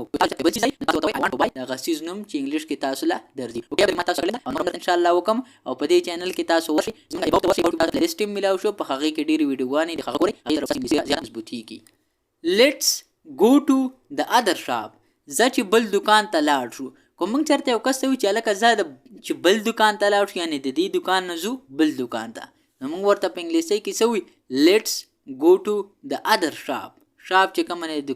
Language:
Pashto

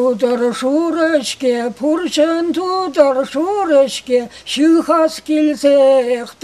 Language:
Chuvash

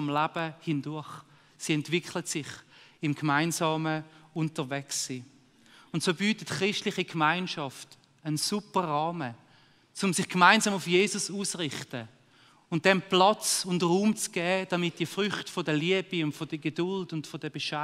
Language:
Swiss German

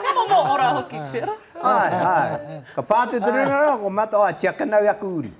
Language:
Māori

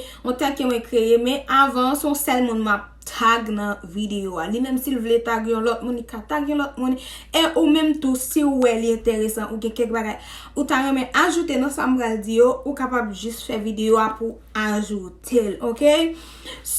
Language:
Haitian Creole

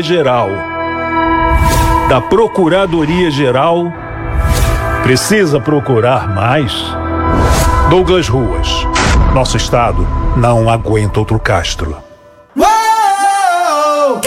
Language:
Portuguese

